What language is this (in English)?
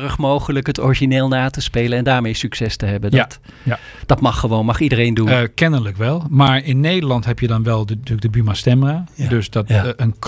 Dutch